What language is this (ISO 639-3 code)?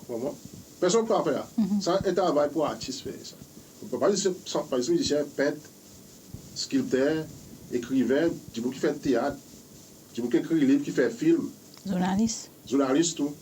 crs